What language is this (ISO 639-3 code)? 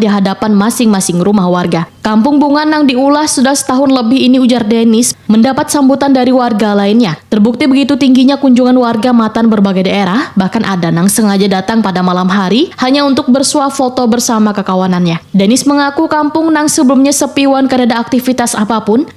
bjn